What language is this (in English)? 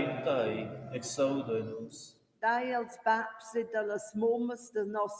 Romansh